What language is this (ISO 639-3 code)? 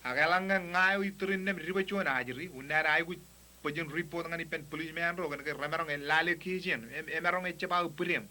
mah